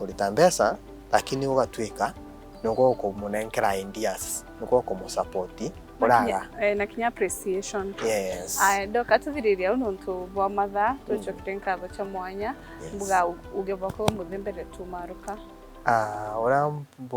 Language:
Meru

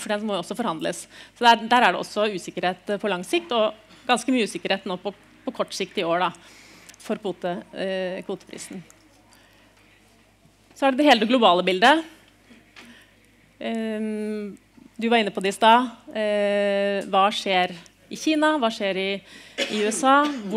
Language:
Norwegian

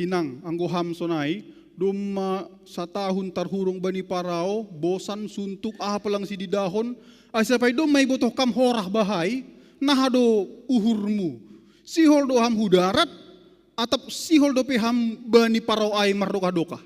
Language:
Batak Simalungun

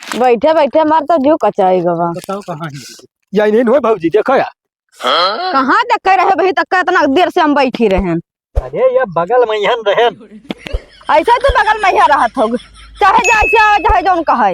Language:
Awadhi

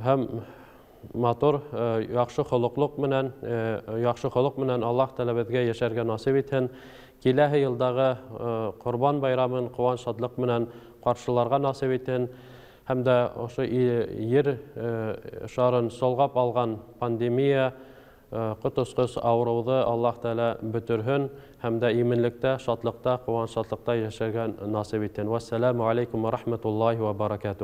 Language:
Bashkir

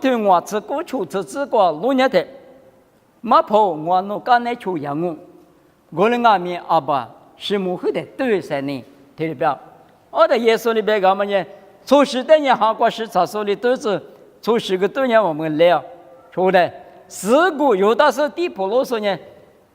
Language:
Lisu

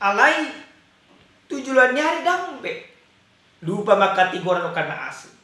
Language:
Batak Toba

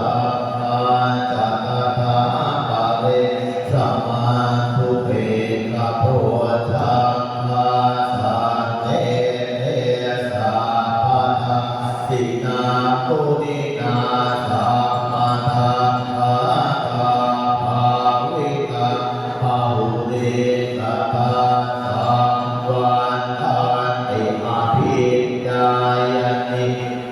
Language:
Pali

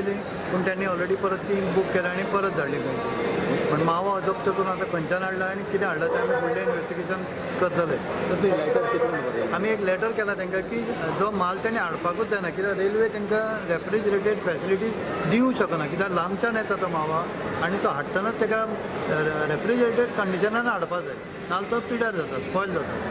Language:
Konkani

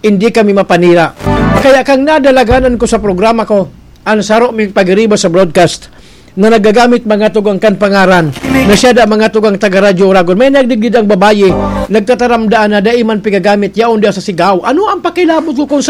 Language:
Bikol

